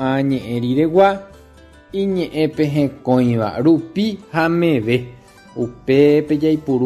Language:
Guarani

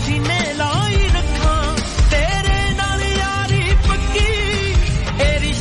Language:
Punjabi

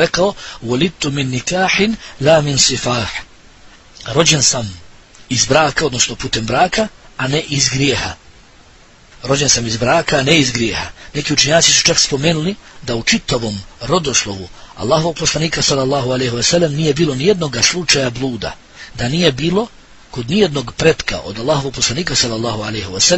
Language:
Bosnian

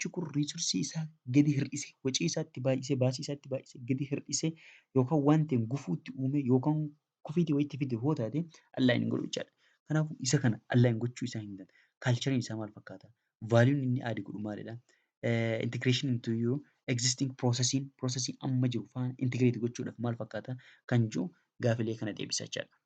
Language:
Oromo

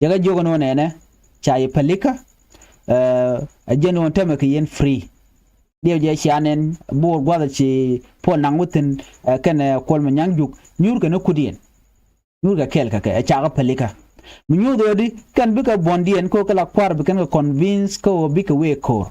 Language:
Nuer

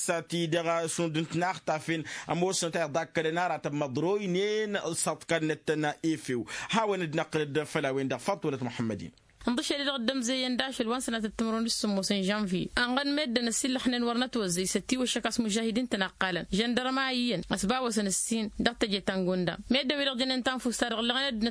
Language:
Tamasheq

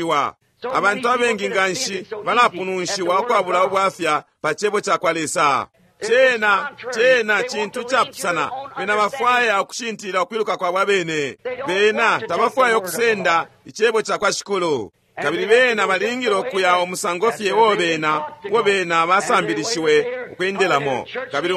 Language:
Bemba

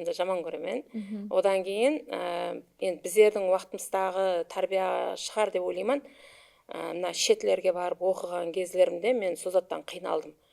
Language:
Kara-Kalpak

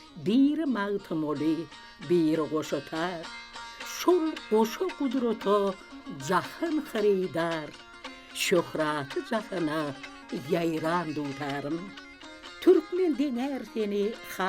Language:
Turkmen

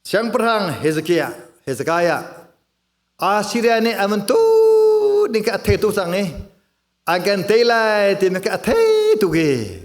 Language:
Hakha Chin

